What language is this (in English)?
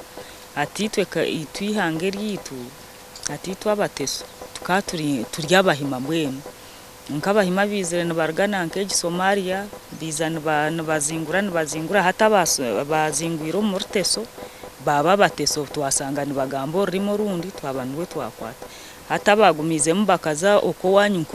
Nyankole